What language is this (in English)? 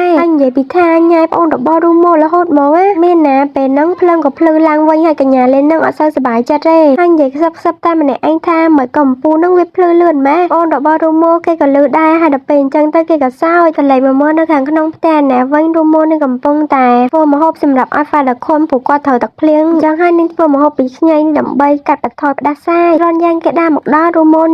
Khmer